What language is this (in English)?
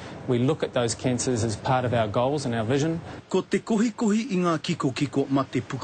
Māori